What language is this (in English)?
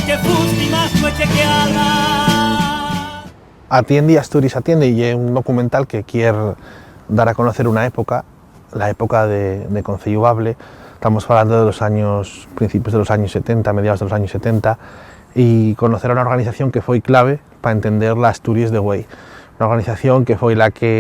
Asturian